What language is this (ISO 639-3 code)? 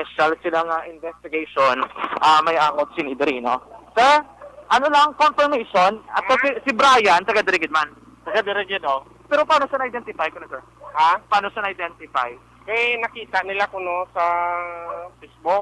hil